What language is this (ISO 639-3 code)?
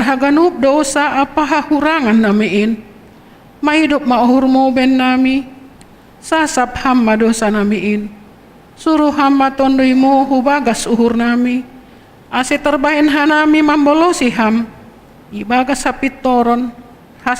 bts